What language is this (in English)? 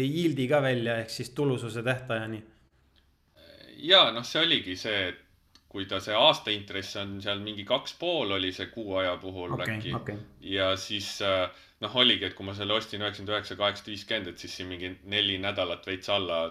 Estonian